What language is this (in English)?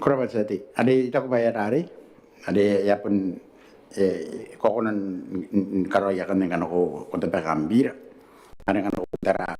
Gilbertese